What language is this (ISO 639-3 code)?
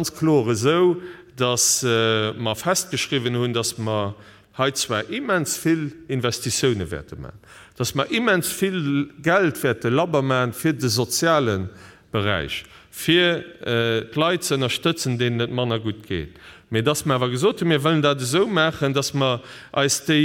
ltz